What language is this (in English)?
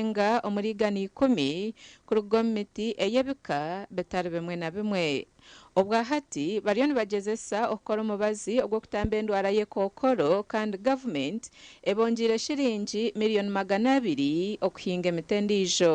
Nyankole